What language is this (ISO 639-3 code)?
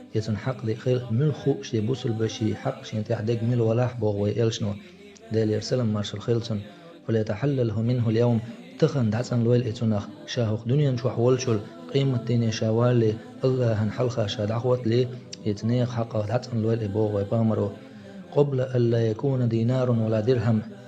che